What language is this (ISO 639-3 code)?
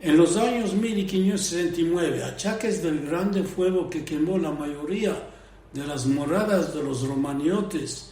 lad